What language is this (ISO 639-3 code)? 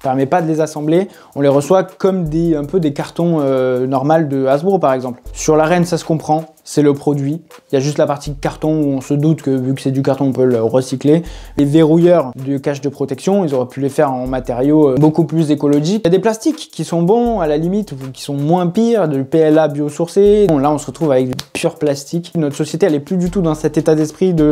fra